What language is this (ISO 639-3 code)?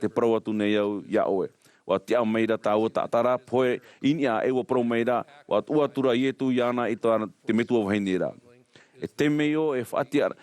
tah